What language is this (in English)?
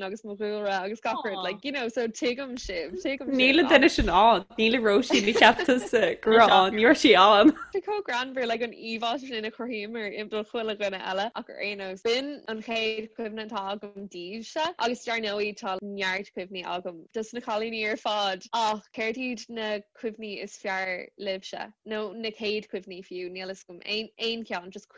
Irish